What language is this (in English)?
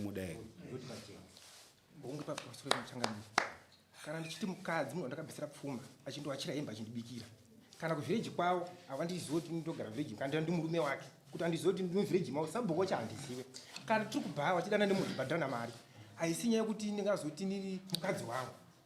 Shona